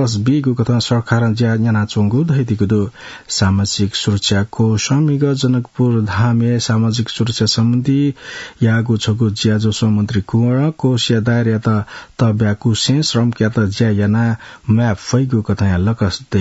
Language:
Newari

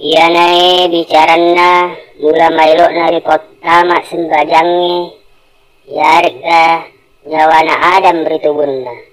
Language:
Buginese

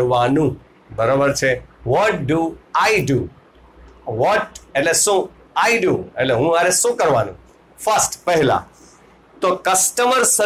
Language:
Gujarati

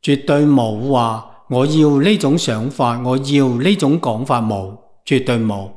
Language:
Cantonese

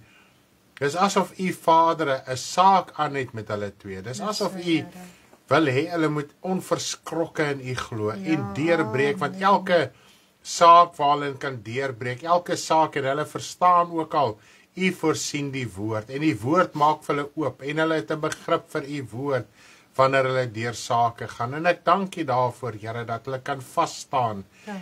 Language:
Afrikaans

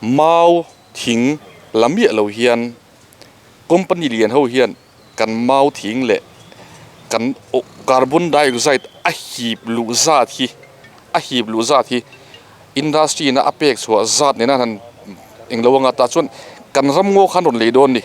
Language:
Mizo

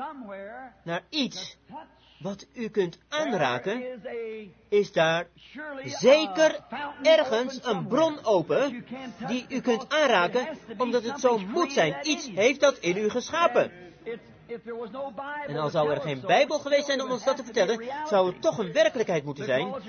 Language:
Dutch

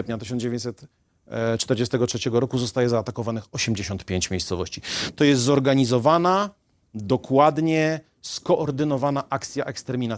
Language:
Polish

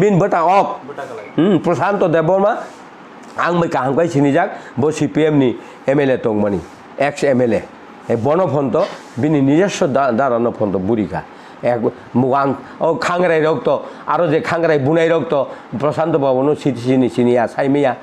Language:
Kok Borok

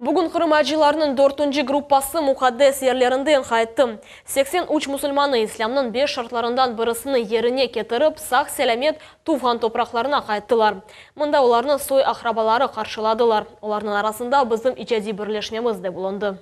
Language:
Crimean Tatar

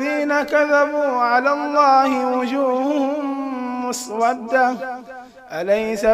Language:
Fula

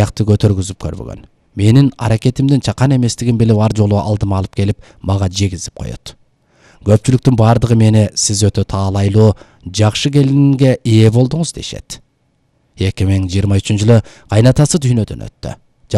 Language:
Kyrgyz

